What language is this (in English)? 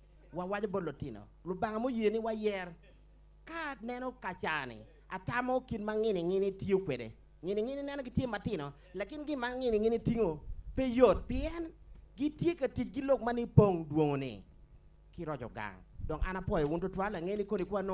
Acoli